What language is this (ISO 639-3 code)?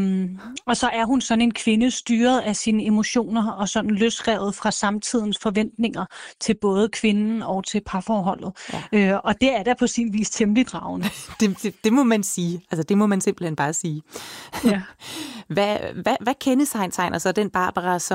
dan